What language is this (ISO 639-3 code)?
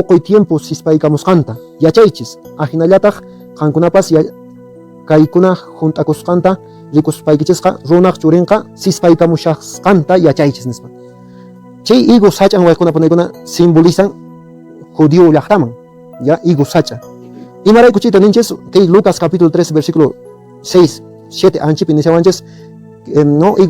que